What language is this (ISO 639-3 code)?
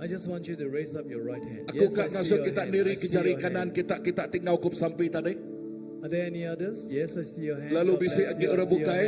iba